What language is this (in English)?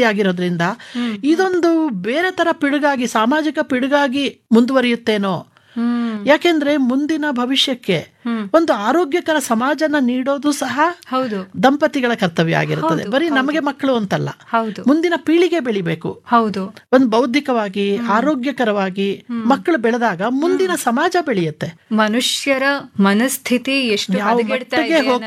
Kannada